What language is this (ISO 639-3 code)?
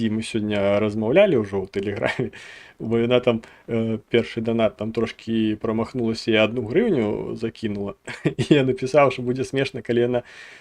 bel